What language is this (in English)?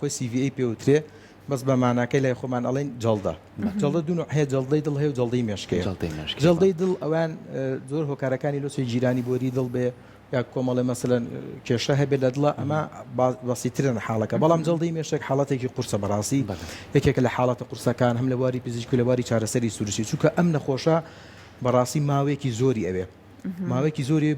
Central Kurdish